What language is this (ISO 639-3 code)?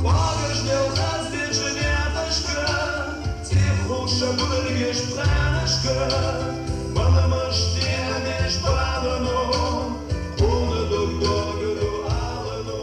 inh